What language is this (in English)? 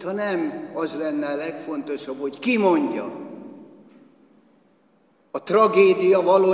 Hungarian